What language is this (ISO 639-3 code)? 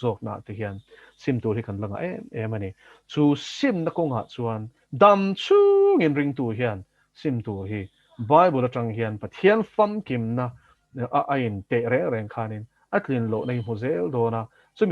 lus